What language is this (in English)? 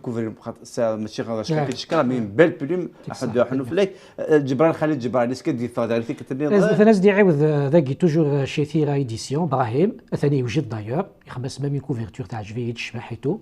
Kabyle